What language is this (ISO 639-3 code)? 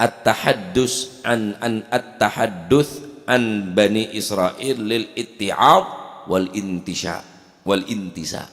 mad